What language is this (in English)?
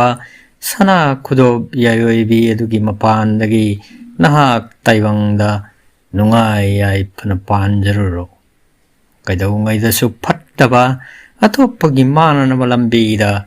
Manipuri